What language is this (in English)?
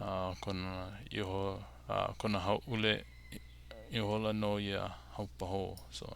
Hawaiian